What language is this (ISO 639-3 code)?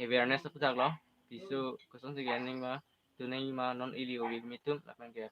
mjw